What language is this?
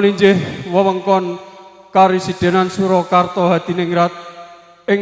Javanese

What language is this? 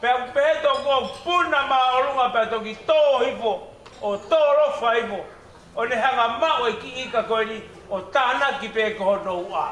Tongan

